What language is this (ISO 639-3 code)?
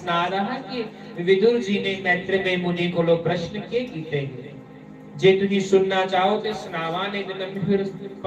doi